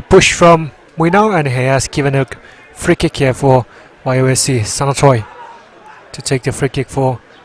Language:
Tangkhul Naga (India)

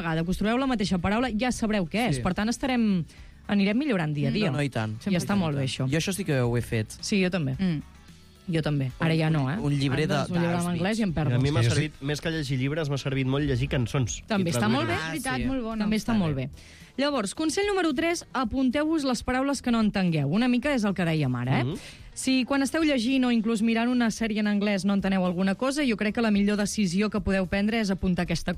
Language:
Catalan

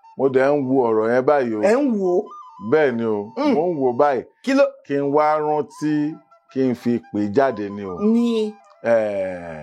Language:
Yoruba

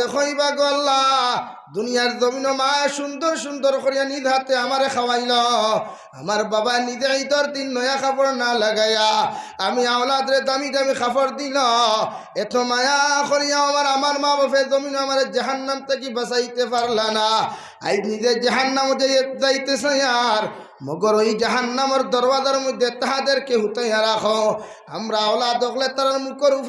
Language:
Sylheti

